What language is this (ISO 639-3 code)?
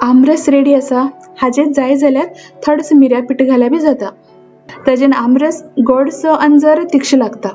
kok